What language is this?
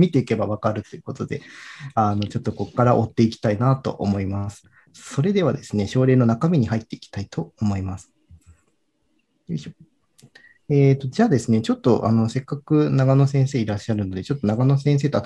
Japanese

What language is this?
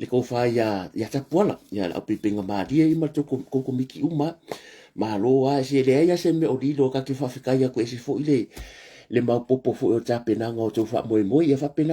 Samoan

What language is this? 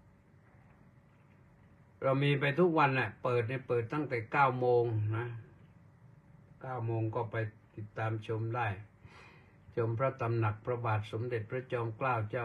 Thai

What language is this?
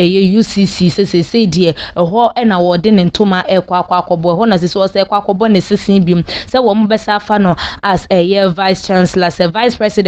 Akan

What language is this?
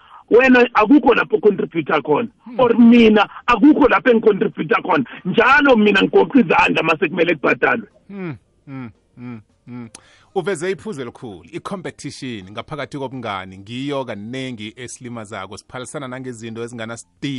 South Ndebele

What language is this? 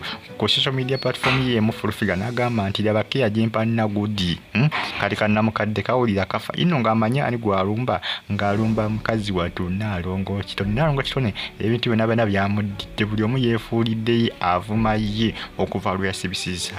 Ganda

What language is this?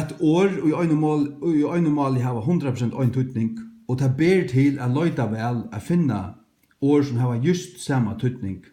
Faroese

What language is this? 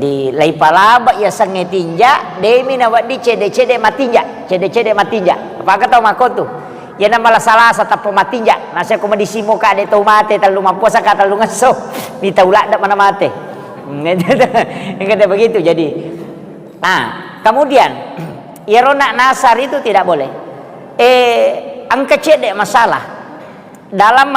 Buginese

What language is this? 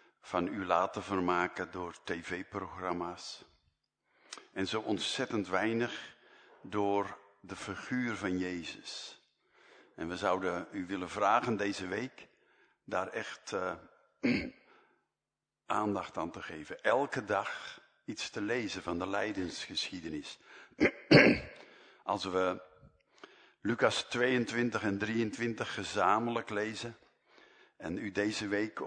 Dutch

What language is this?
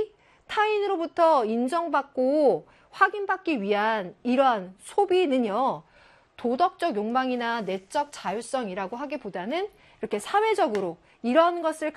Korean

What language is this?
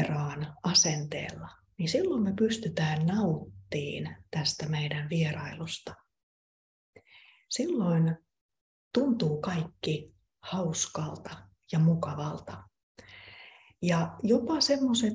Finnish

